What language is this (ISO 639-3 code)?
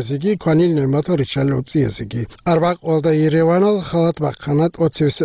ava